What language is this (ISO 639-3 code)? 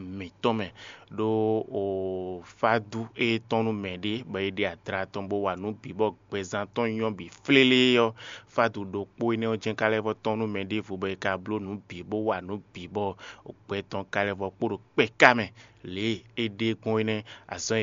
fon